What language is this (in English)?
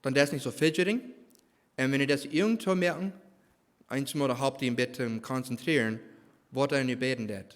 Plautdietsch